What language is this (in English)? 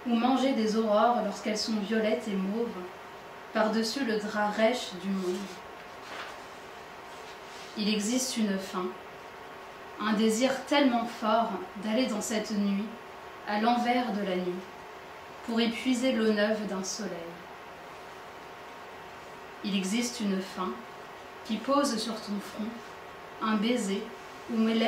French